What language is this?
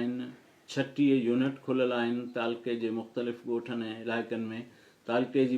Sindhi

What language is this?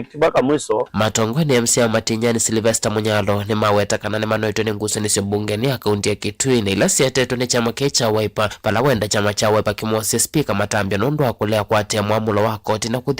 Kamba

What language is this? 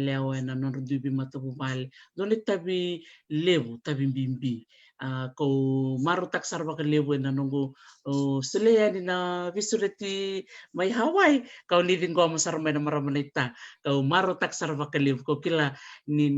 Fijian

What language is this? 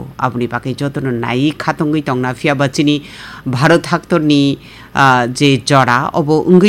Kok Borok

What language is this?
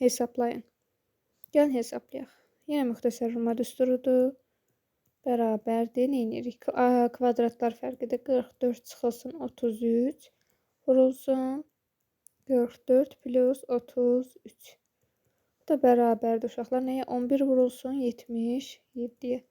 Azerbaijani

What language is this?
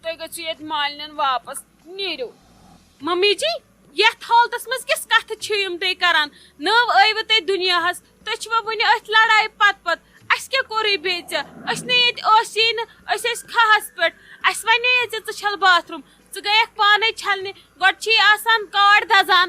Kashmiri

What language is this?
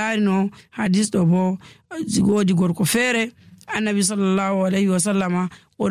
Nigerian Fulfulde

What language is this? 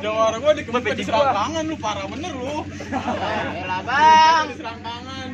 Betawi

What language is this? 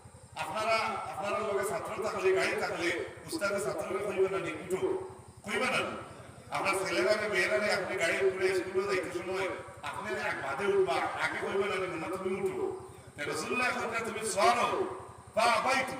Sylheti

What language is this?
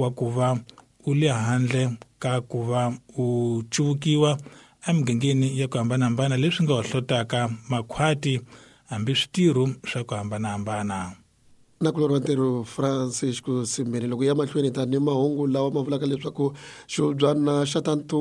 Tsonga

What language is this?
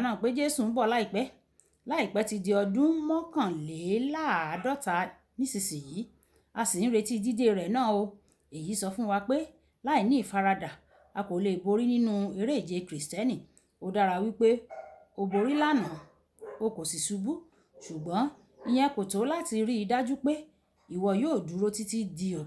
Yoruba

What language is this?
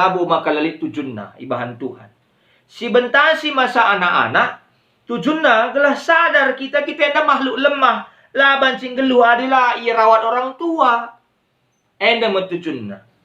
Batak Karo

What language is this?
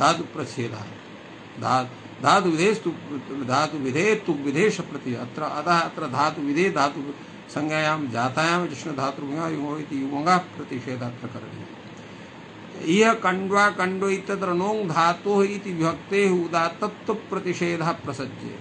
Sanskrit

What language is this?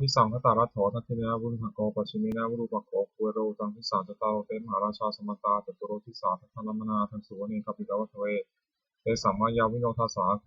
Pali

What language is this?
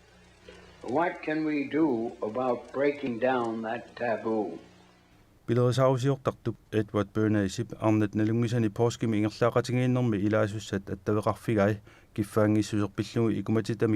Kalaallisut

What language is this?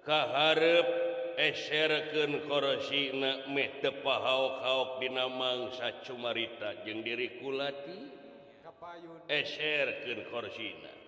Sundanese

